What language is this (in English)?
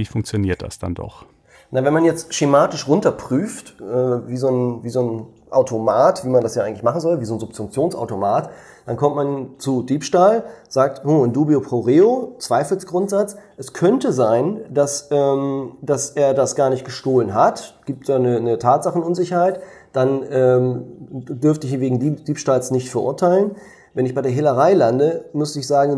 German